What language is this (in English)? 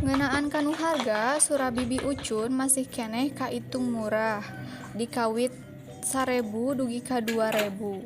Sundanese